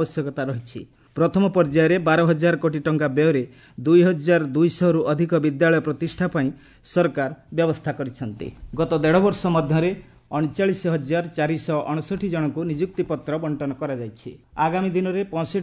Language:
Odia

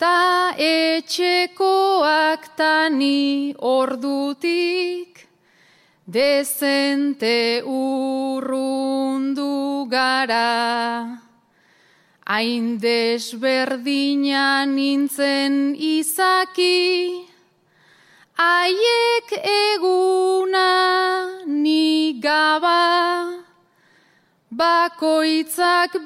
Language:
Basque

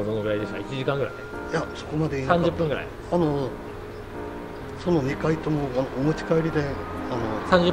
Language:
Japanese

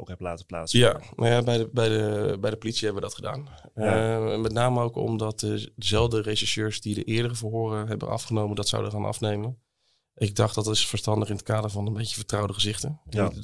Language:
Dutch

